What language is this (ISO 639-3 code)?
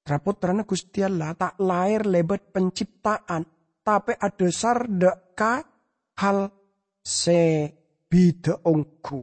mad